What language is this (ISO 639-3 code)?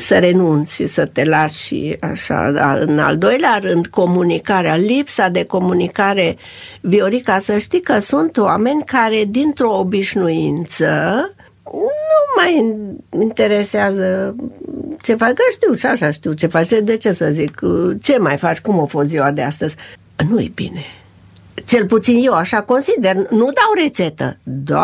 ron